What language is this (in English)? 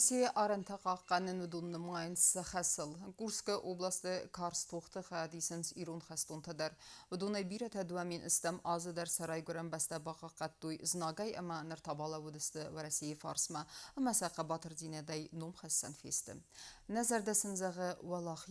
Ossetic